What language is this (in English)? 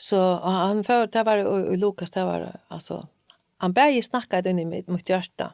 Faroese